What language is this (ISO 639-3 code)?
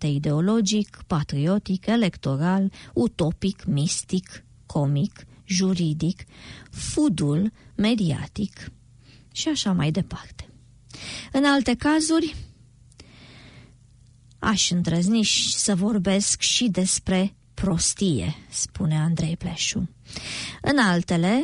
ron